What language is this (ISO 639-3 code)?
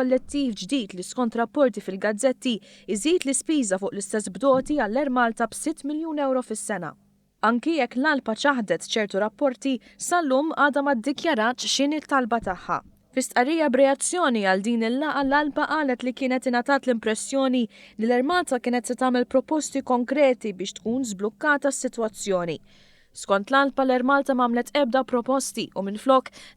mlt